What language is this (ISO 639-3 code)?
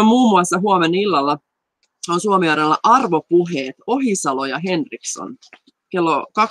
fin